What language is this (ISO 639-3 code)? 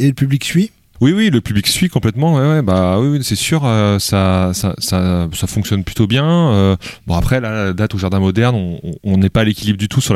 fra